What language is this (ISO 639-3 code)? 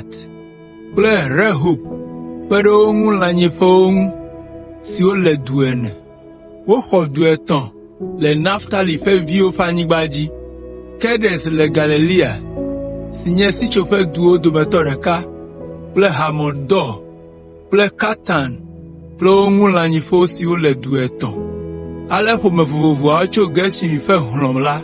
ewe